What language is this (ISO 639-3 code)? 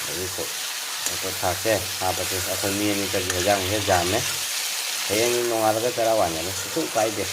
mni